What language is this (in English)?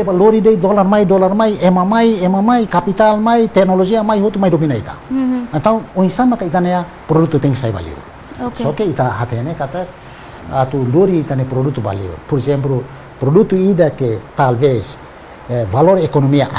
Tetum